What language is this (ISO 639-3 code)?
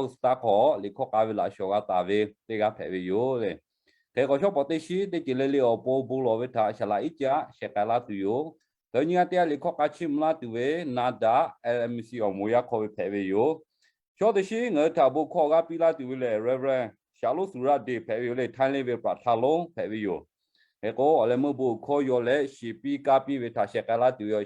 lhu